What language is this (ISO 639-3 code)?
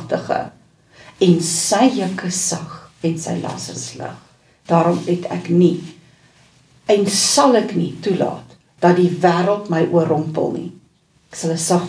afr